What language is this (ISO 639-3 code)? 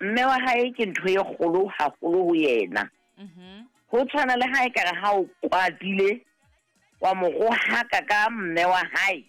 sot